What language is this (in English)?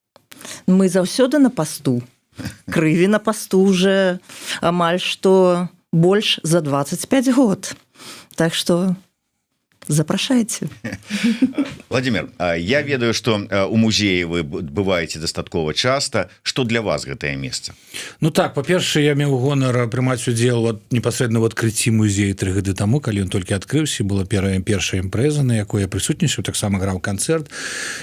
Belarusian